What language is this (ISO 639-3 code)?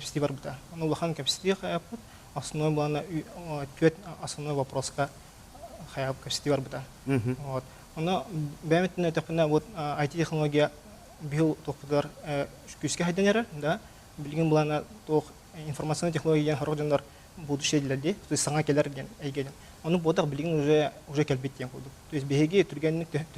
sah